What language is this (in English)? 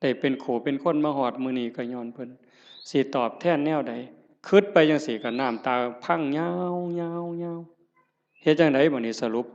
Northeastern Thai